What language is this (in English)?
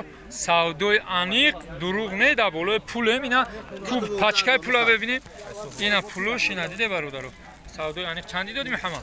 Tajik